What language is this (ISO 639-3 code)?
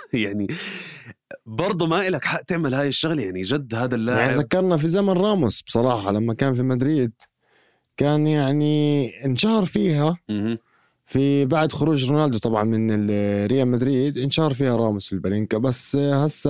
apc